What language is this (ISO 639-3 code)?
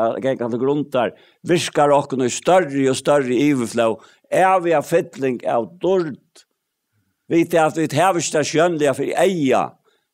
fao